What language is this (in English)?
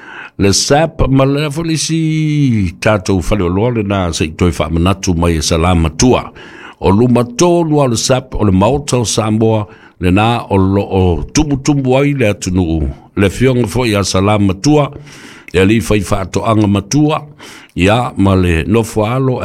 Samoan